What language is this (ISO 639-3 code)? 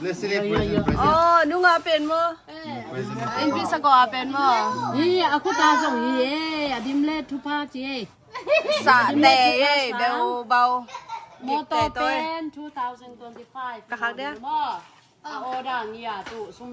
ctd